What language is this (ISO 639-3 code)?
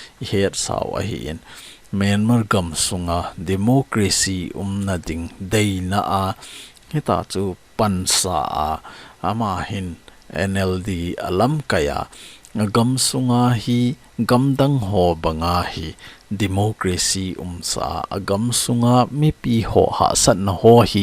tcz